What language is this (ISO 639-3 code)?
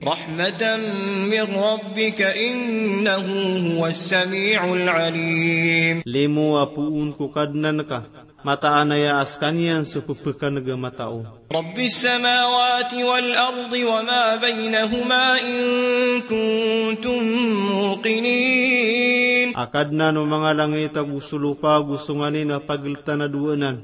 mrw